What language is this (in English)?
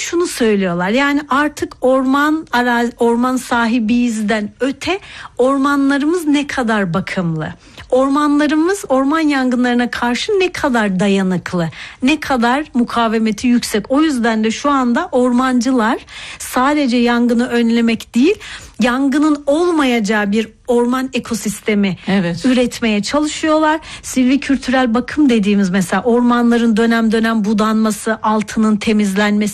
Turkish